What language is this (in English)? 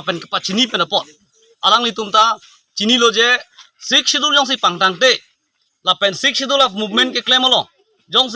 Karbi